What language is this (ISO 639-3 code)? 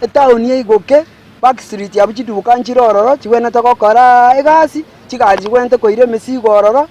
guz